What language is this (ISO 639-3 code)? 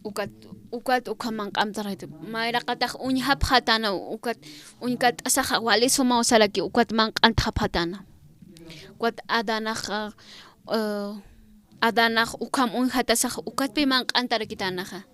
aym